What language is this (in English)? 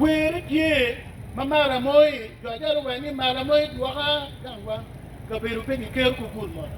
Acoli